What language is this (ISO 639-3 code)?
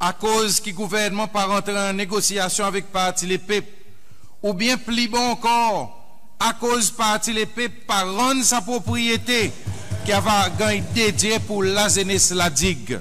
crs